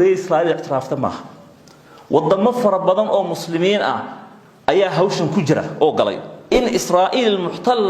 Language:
Somali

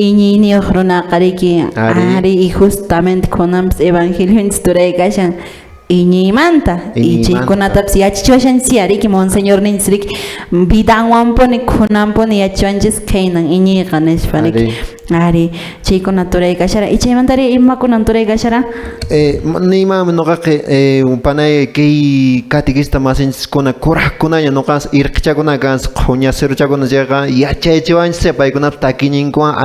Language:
Quechua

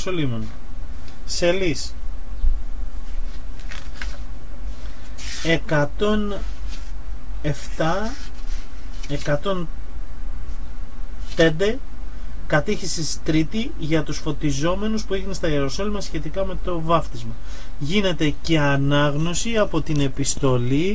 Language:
Greek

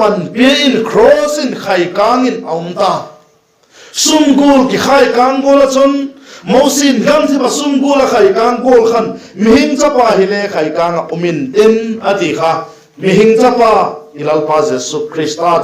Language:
Vaiphei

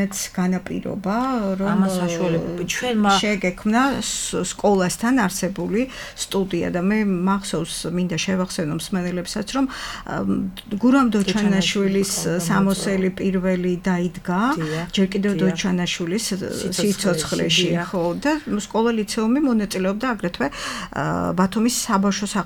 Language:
Georgian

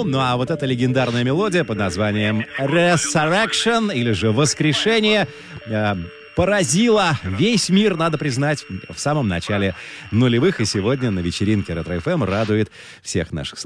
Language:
Russian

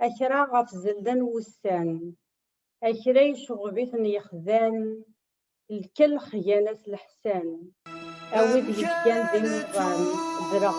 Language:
Kabyle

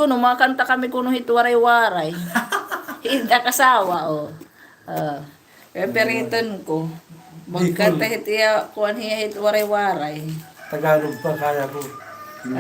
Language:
Waray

